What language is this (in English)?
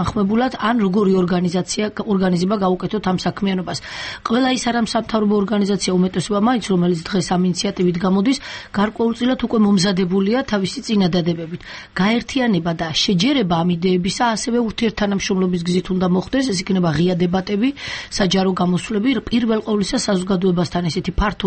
Georgian